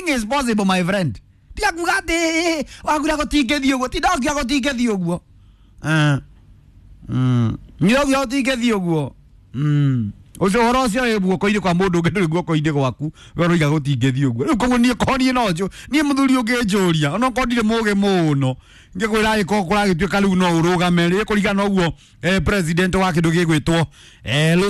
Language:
Kikuyu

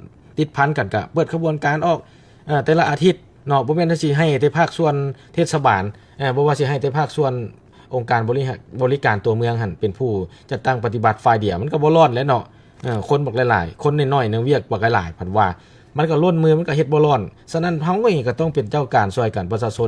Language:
Lao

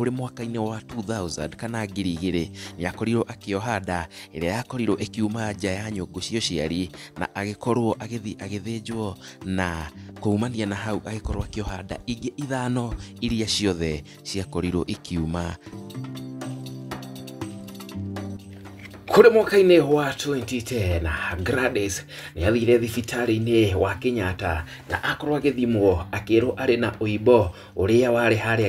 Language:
Kikuyu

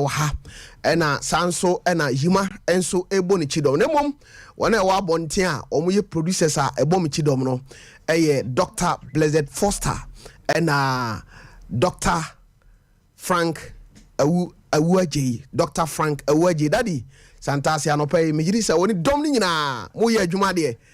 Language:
Akan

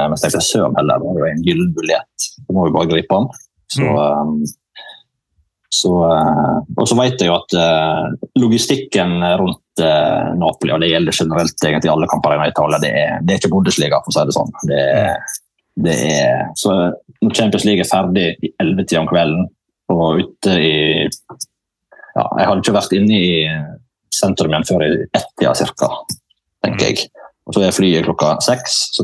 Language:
Norwegian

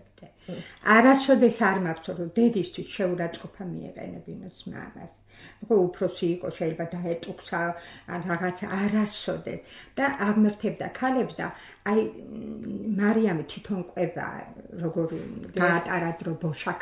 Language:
Georgian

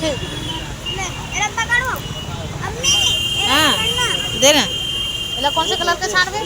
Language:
Chhattisgarhi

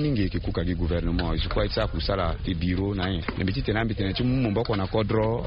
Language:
Sango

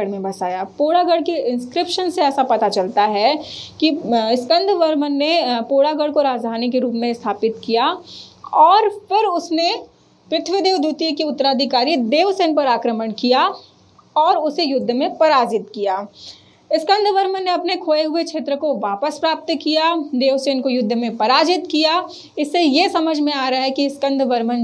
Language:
Hindi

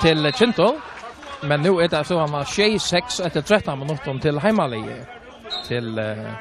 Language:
Faroese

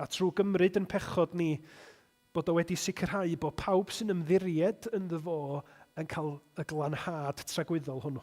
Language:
Welsh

